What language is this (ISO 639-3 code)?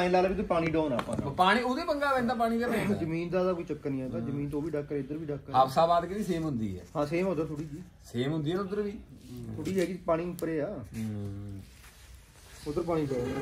pan